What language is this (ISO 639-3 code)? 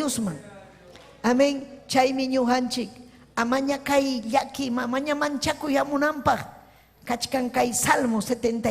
quy